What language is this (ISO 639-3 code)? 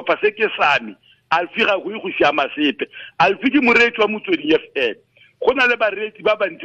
tsn